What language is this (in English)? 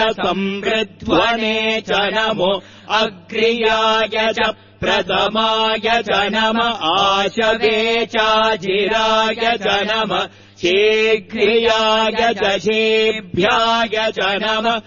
Sanskrit